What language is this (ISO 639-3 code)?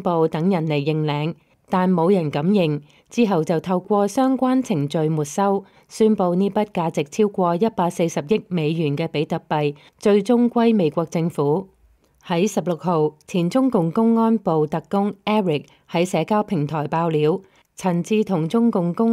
yue